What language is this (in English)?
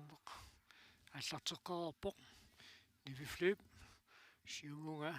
Kalaallisut